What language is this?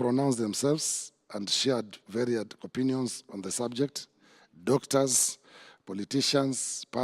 Meru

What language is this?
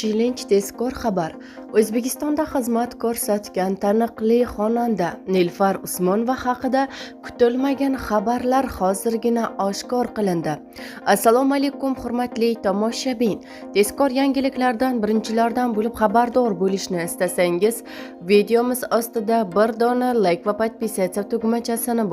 Uzbek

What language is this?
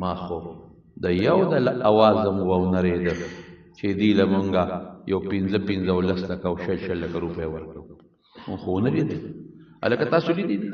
Pashto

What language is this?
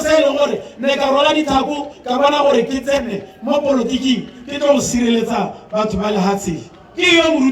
Tswana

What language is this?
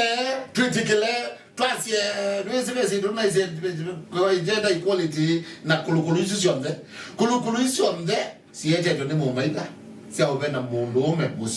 Kamba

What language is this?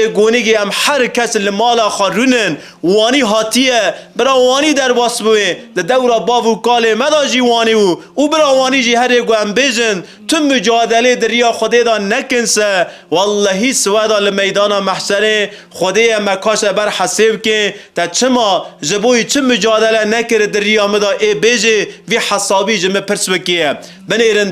Kurdish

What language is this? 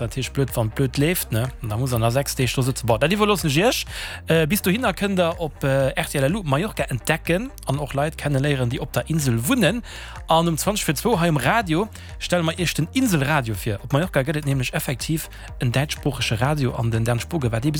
Luxembourgish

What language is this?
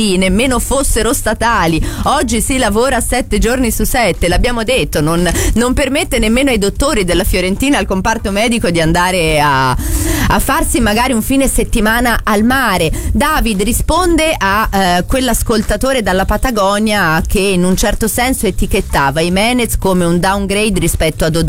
Italian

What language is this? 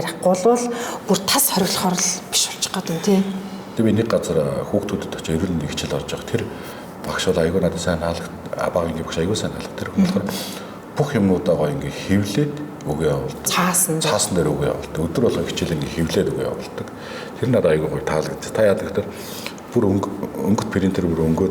Mongolian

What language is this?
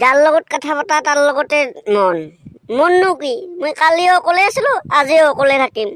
Assamese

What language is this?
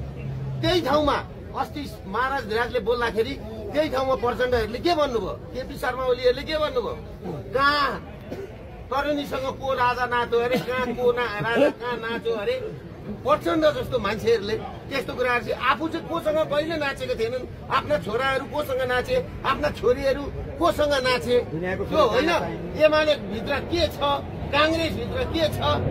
Nepali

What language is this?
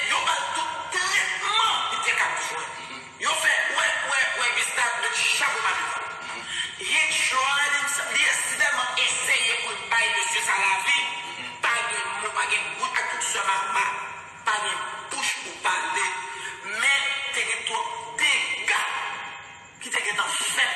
Haitian Creole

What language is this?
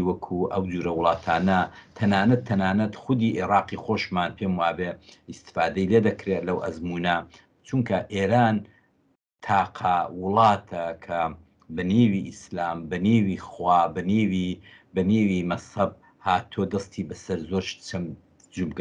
Central Kurdish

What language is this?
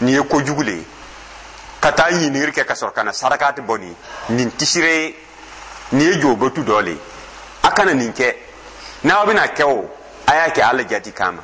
Dyula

